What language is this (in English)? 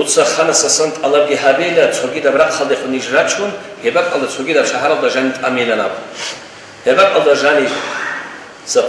Avaric